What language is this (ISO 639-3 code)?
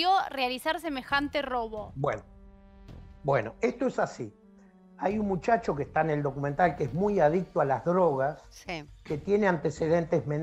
spa